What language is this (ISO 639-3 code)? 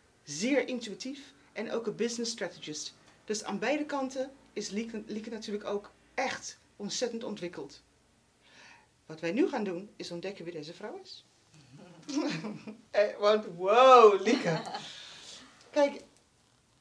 nld